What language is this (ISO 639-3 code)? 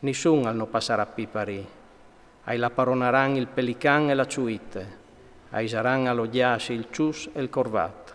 fur